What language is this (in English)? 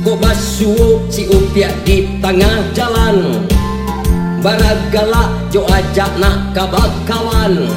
Minangkabau